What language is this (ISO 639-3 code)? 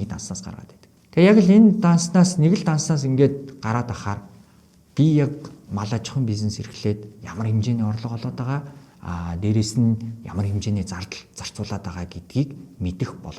mon